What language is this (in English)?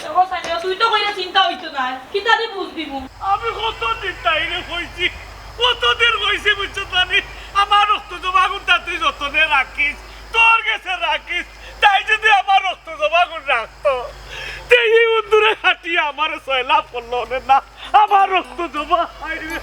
Sylheti